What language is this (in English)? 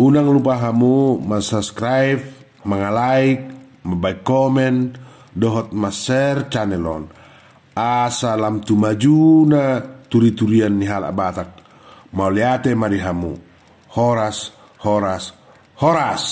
Batak Toba